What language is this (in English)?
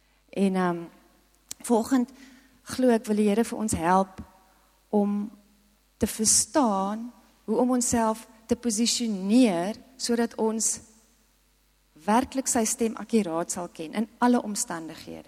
Afrikaans